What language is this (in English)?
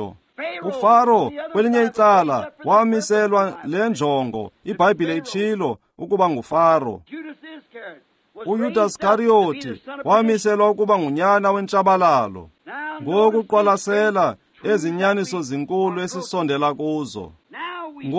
Xhosa